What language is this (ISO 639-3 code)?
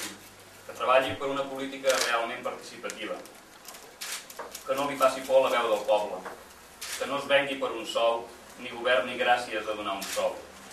cat